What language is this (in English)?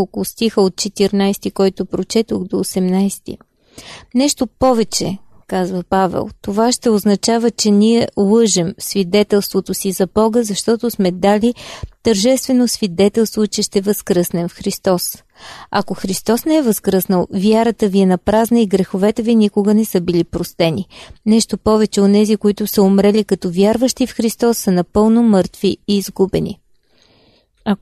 Bulgarian